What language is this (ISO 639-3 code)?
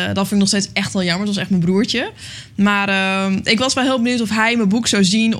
nld